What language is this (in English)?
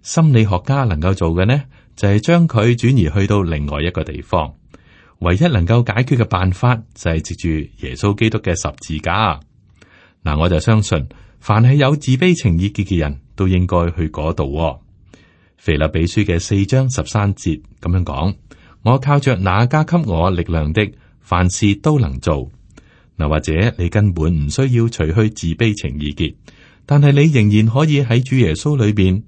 Cantonese